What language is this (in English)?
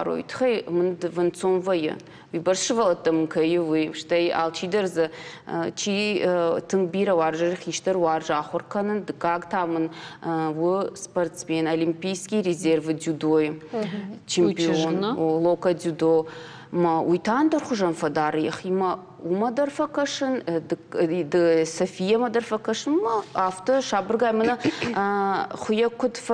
Ossetic